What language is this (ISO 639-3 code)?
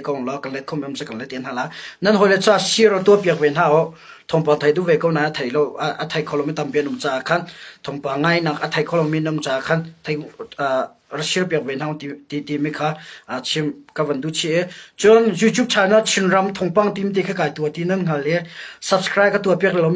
cnh